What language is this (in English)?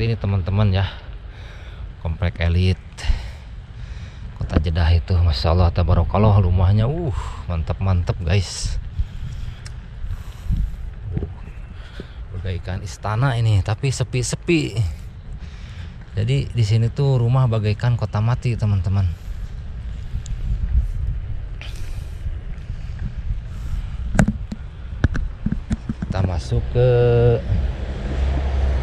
Indonesian